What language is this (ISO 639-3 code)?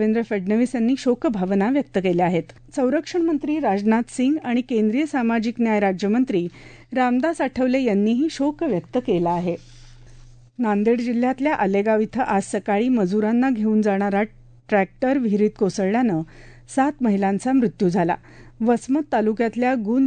mar